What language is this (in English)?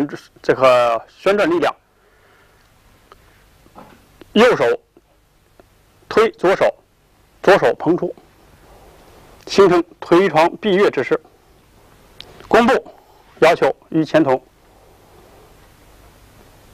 Chinese